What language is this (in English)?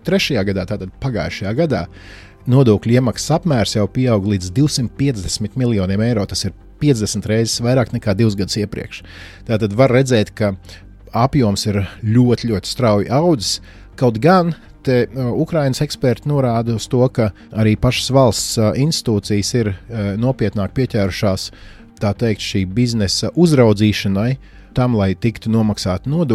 Latvian